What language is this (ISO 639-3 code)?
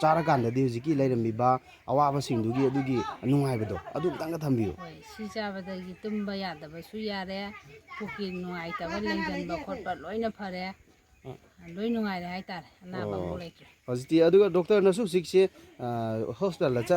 mni